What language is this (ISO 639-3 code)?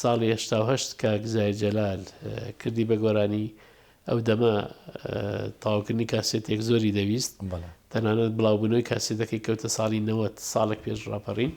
ckb